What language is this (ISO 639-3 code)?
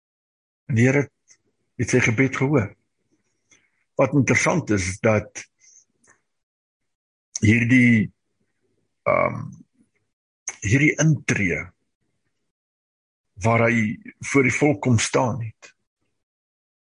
afr